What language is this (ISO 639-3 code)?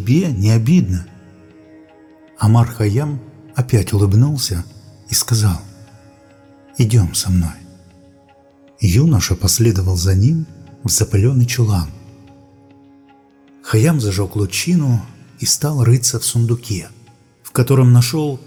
rus